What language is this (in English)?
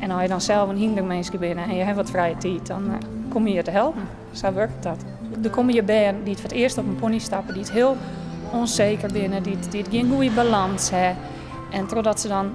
Western Frisian